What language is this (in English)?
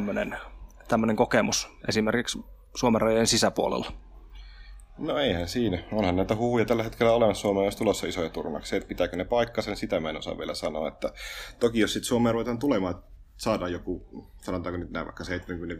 Finnish